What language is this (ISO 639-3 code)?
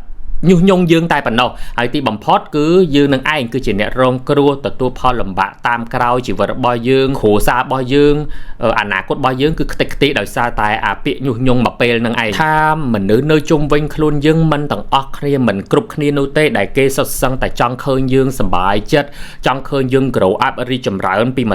khm